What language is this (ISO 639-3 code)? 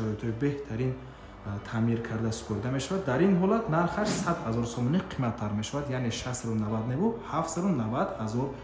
tgk